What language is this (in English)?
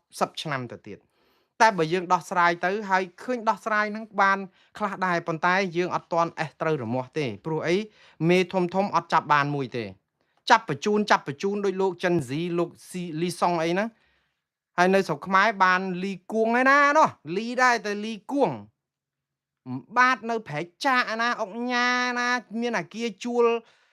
Khmer